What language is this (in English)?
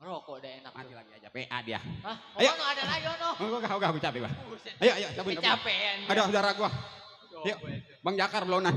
Betawi